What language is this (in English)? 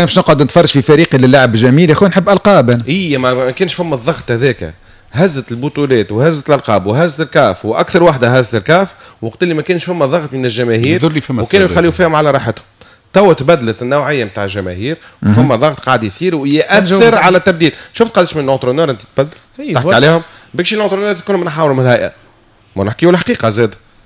Tunisian Arabic